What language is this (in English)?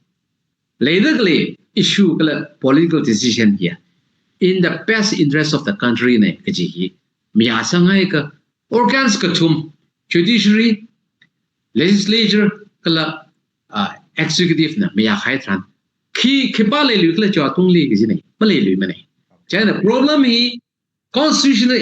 Tangkhul Naga (India)